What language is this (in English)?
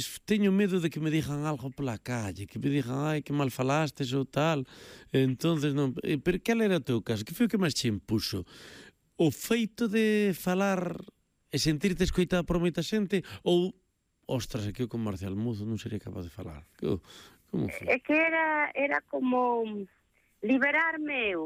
Galician